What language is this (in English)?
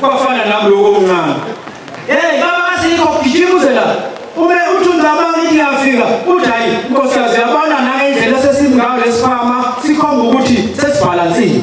Zulu